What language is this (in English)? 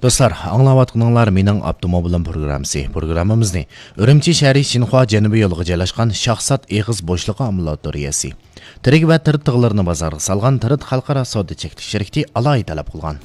Uyghur